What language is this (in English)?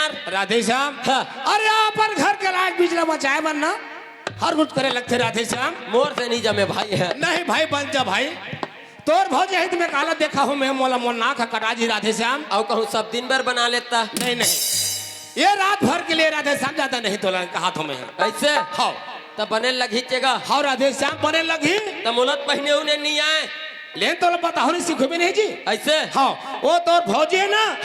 Chhattisgarhi